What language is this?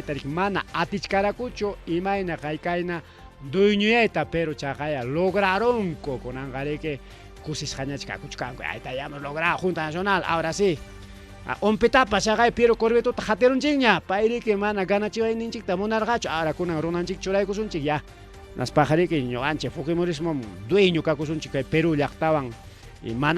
Ayacucho Quechua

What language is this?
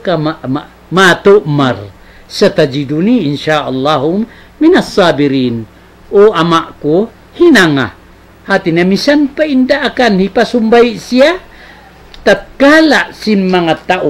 Tausug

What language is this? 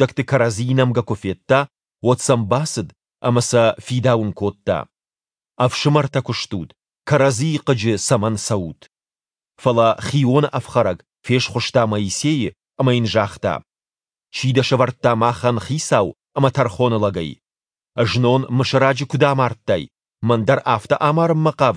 Ossetic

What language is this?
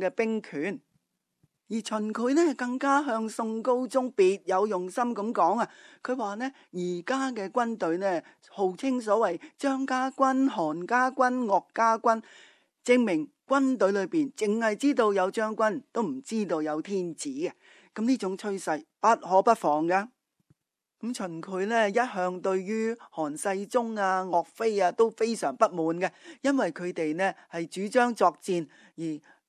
Cantonese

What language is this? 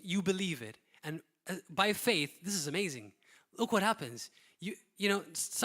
English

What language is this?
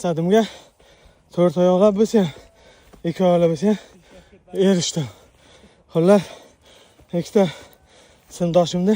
Uzbek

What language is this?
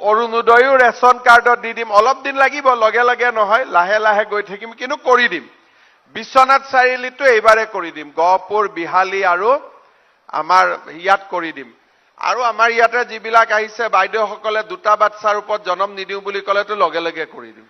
Assamese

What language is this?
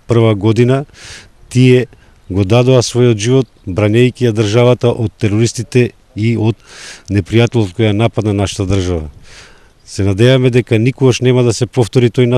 Macedonian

